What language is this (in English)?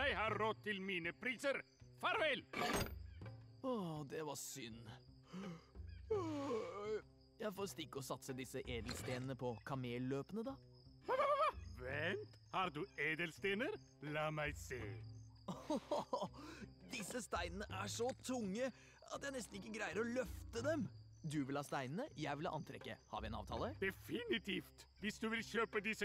Norwegian